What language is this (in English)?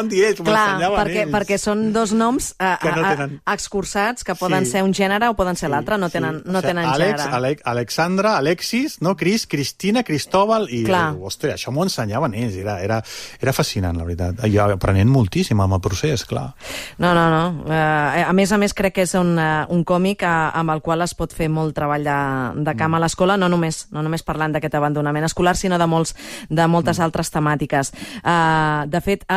Catalan